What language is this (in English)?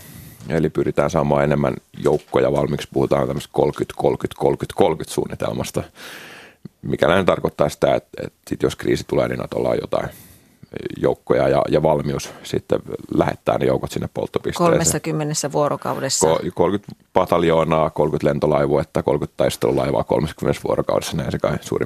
Finnish